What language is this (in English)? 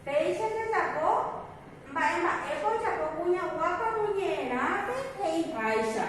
Guarani